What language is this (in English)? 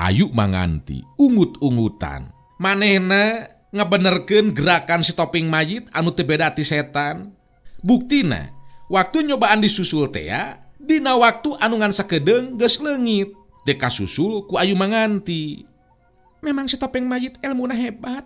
Sundanese